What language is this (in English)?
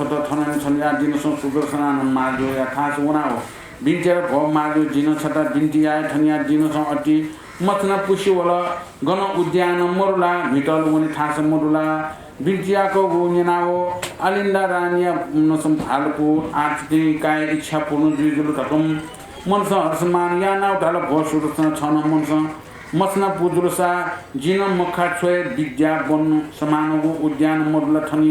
Newari